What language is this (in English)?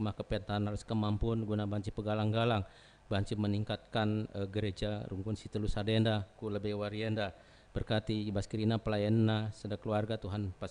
Batak Karo